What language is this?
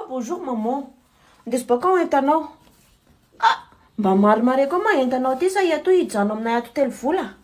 Malagasy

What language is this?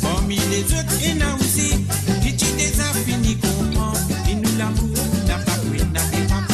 Morisyen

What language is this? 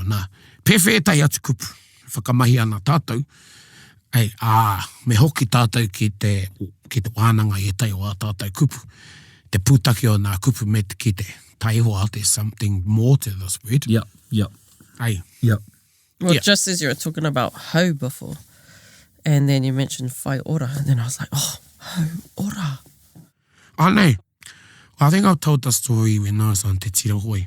Māori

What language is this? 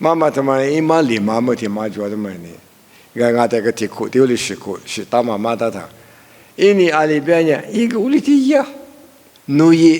Lisu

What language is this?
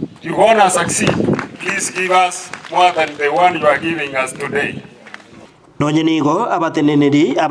Gusii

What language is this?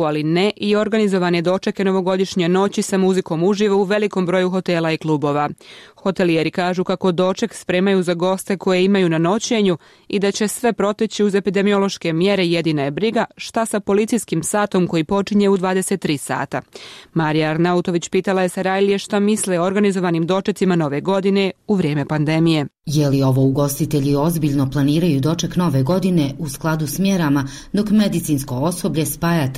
Bosnian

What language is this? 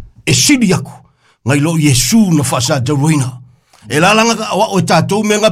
Samoan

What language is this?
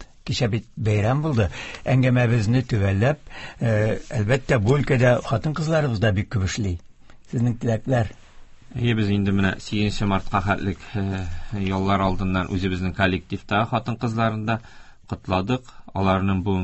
Tatar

